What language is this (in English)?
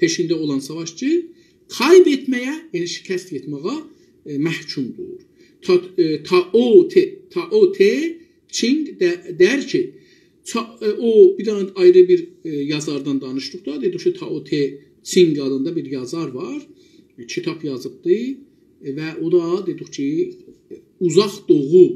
South Azerbaijani